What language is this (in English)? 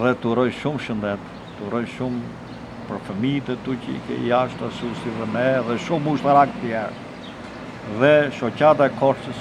Albanian